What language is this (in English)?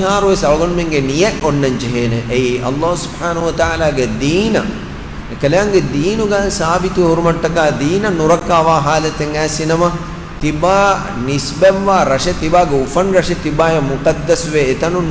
Divehi